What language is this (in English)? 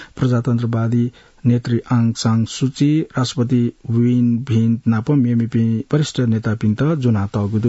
Newari